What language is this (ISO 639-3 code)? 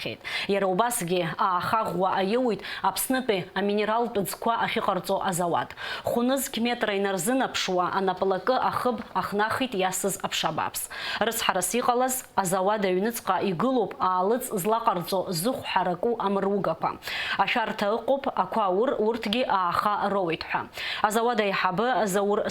abk